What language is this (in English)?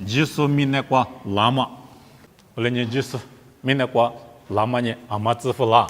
Lisu